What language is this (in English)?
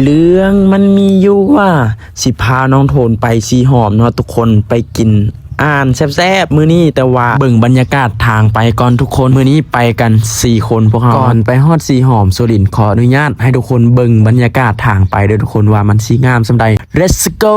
Lao